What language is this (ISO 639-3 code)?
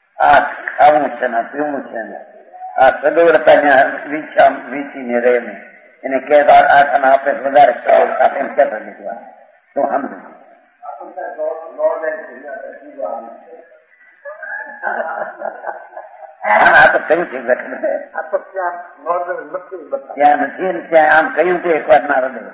guj